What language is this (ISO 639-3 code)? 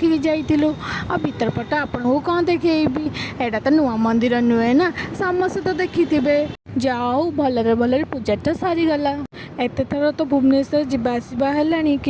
ori